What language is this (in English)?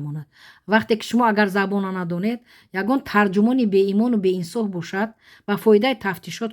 Tajik